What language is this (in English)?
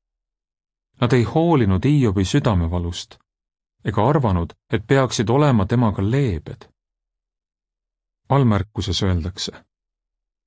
Estonian